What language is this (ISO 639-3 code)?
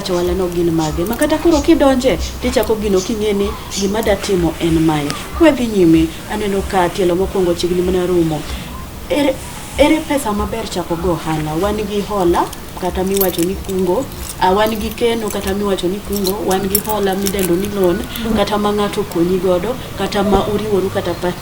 luo